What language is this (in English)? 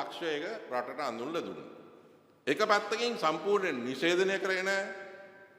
Sinhala